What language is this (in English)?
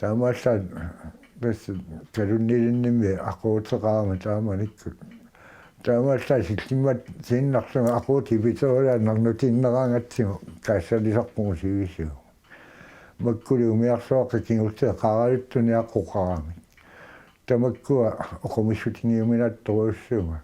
Kalaallisut